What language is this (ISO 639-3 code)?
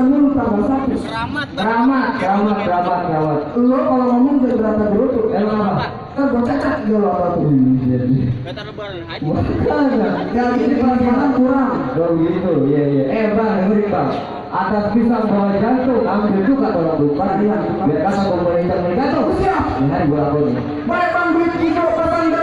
bew